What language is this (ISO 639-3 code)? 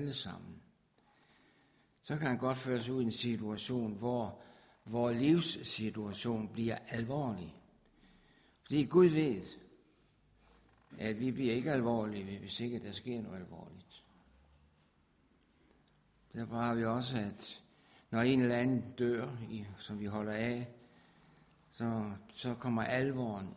dan